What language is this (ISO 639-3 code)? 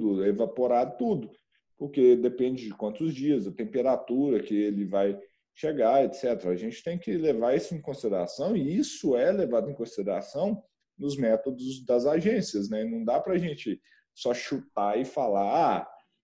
por